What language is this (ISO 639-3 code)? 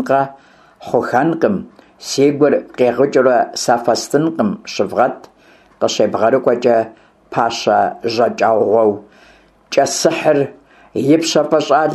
kbd